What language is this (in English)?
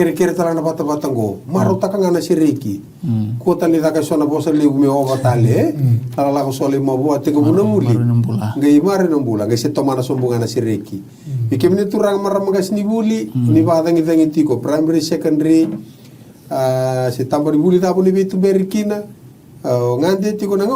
Fijian